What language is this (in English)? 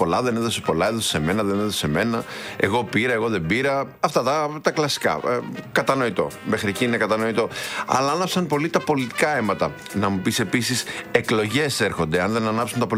Greek